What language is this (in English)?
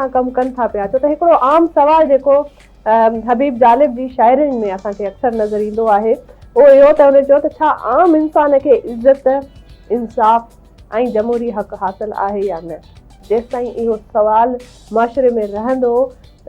Sindhi